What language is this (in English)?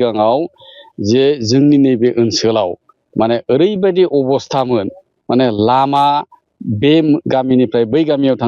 Bodo